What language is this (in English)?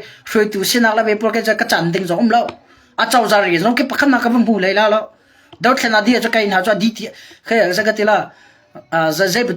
Hakha Chin